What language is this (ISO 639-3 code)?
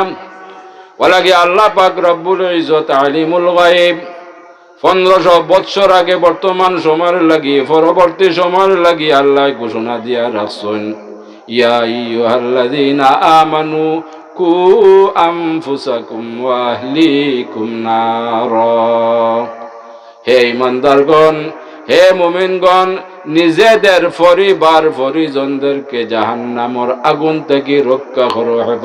syl